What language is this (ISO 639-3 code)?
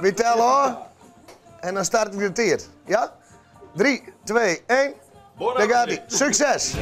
fry